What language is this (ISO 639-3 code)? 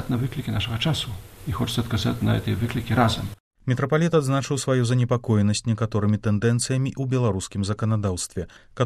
bel